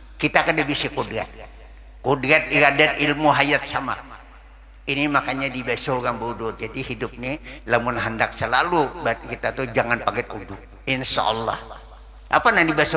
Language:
Banjar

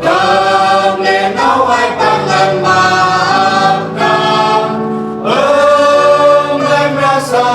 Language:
Central Mnong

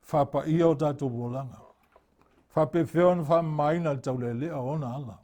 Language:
Samoan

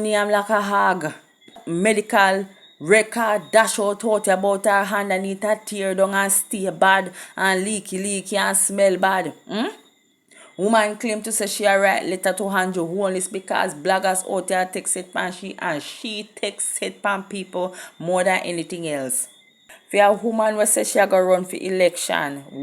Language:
Jamaican Creole English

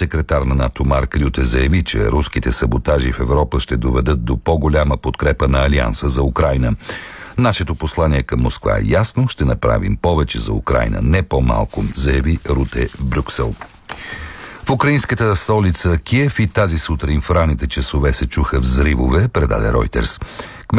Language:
Bulgarian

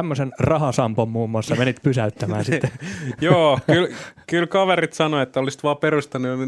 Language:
Finnish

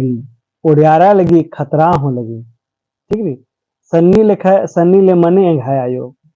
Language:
Kurukh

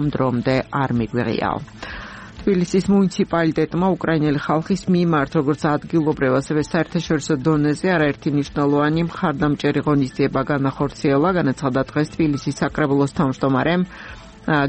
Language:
Georgian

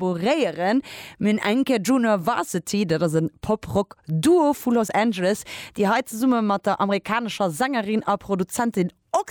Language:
Luxembourgish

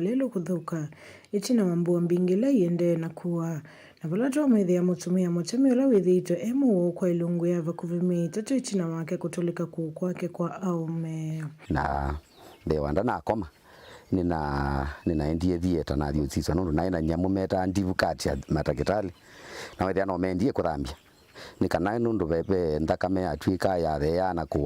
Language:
Kamba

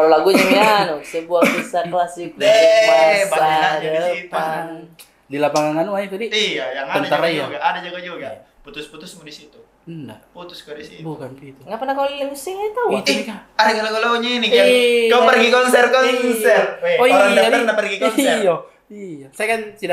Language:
Makassar Malay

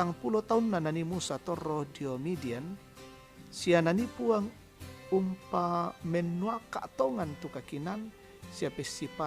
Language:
Toraja-Sa'dan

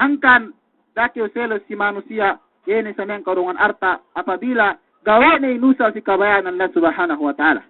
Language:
Yakan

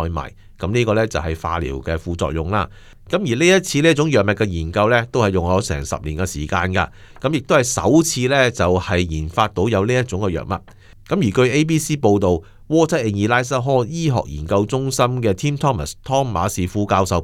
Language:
Cantonese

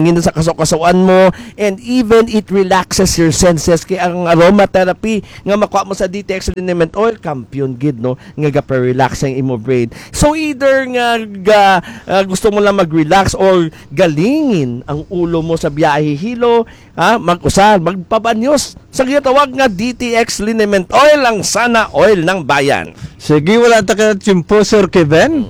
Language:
Hiligaynon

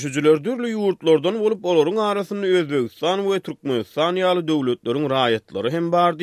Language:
Turkmen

